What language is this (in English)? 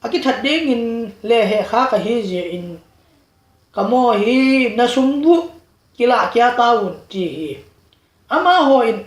Tedim Chin